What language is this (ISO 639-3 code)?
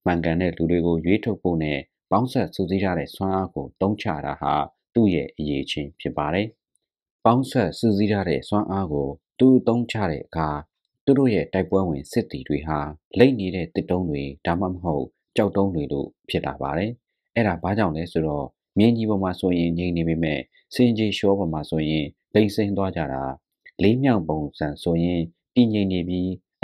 mya